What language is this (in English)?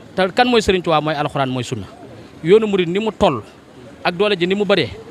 Wolof